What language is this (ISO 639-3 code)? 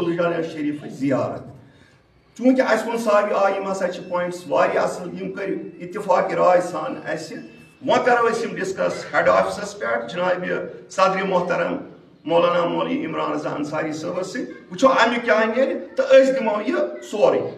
kas